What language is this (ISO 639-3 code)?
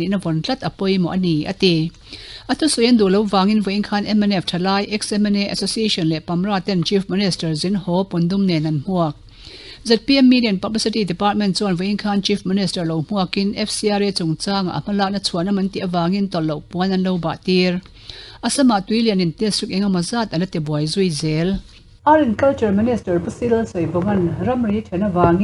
lus